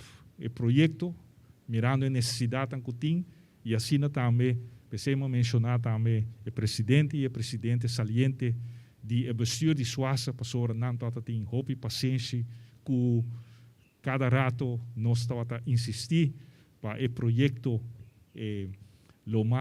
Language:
Papiamento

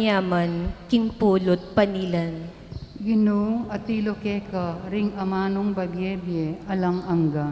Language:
Pampanga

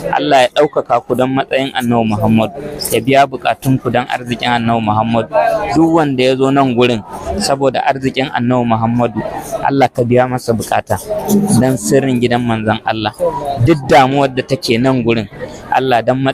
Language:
Hausa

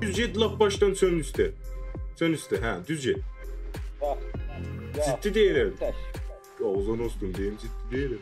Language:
South Azerbaijani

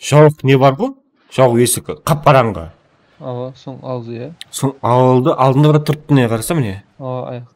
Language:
Kara-Kalpak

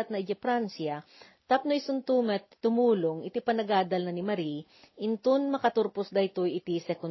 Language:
Iloko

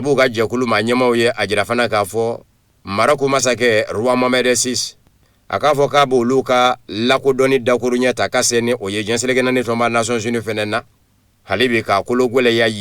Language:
Bambara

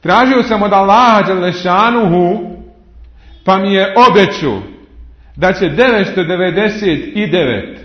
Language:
Bosnian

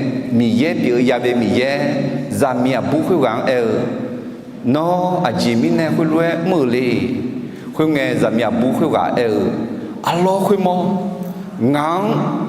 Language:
Akha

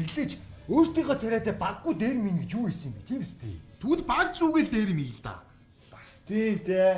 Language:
Mongolian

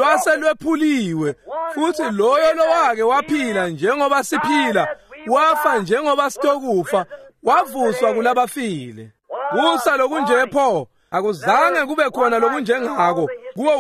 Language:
Swati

